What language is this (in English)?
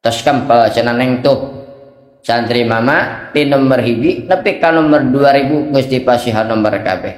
Sundanese